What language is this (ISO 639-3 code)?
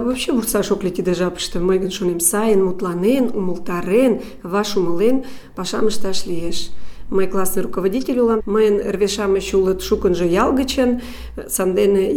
chm